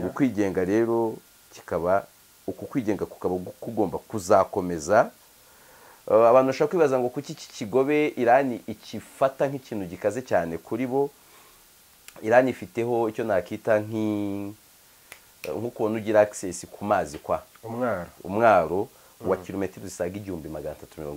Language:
Kinyarwanda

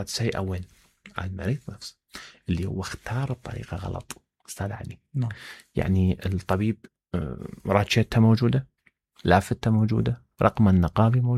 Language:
Mesopotamian Arabic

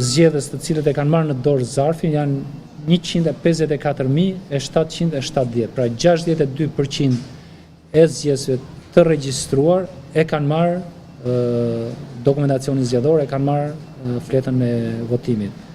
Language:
Albanian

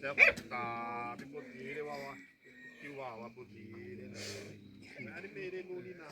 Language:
Xavánte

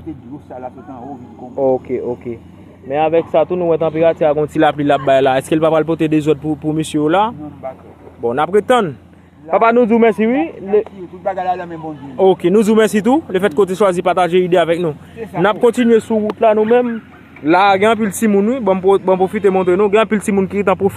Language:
Haitian Creole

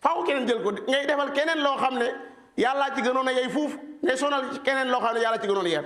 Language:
Wolof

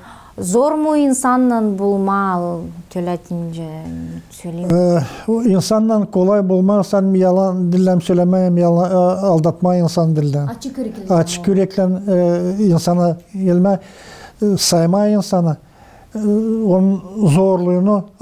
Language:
Gagauz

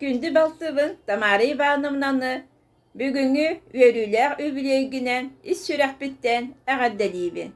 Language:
Yakut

